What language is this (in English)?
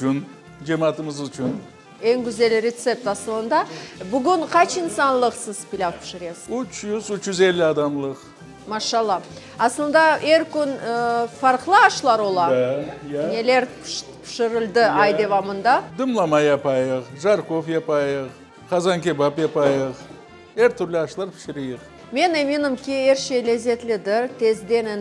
Crimean Tatar